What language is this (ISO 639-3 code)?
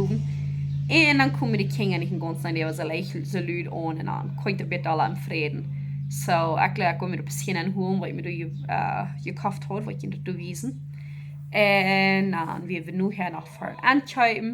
pdt